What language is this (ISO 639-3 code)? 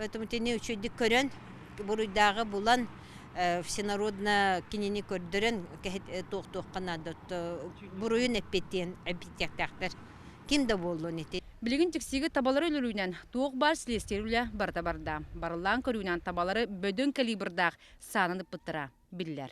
sah